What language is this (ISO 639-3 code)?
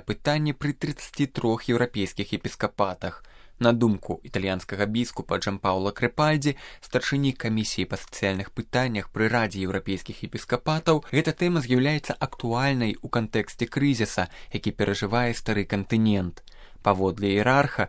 bel